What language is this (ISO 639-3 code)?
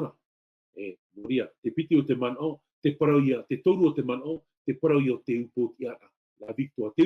tah